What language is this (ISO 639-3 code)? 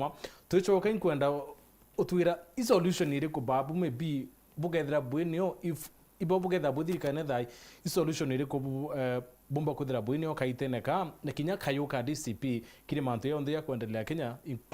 mer